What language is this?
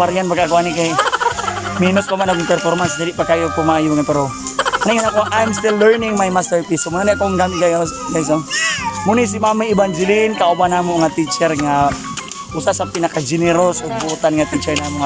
Cebuano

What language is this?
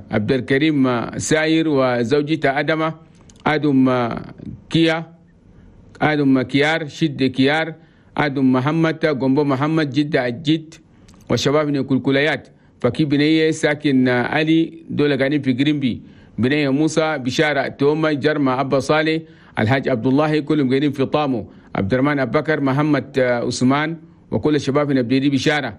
Chadian Arabic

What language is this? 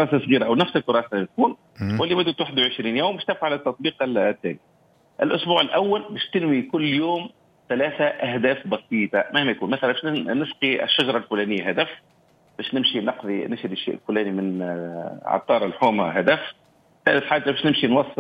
Tunisian Arabic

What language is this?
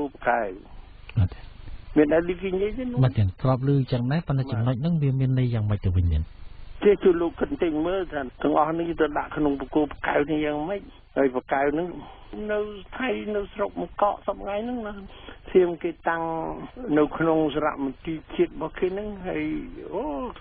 Khmer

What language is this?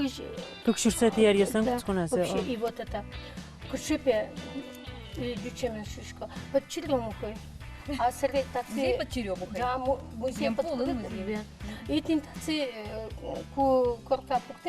Udmurt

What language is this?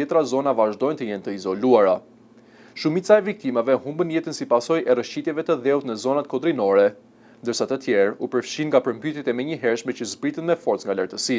Albanian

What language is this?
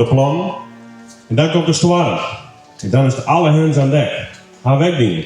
Western Frisian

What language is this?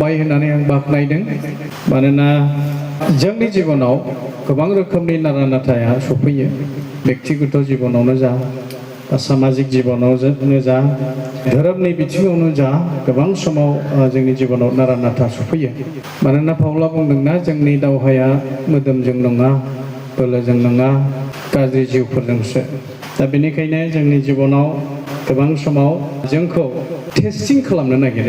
Bodo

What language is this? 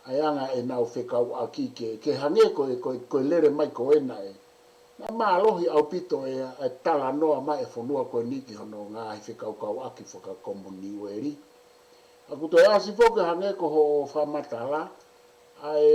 Tongan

